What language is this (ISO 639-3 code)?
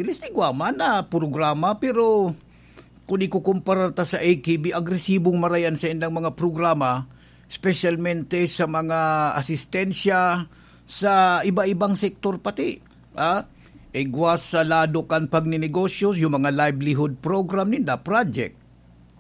bik